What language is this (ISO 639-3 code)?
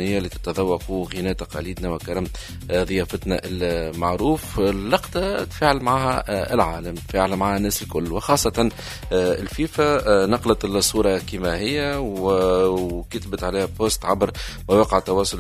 aeb